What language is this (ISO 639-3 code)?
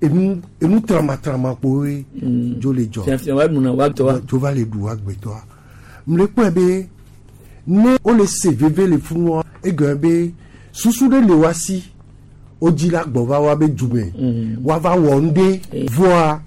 gej